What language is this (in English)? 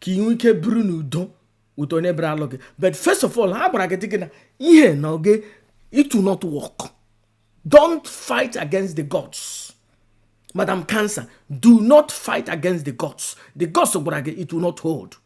Igbo